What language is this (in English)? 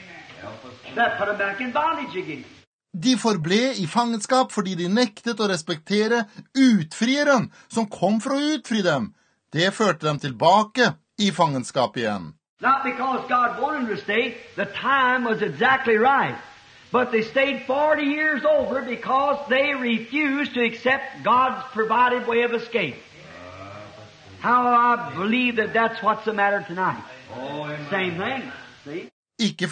Norwegian